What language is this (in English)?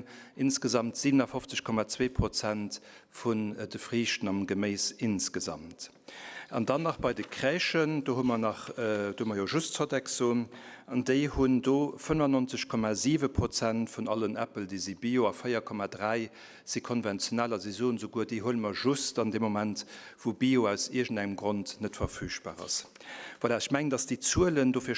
Luxembourgish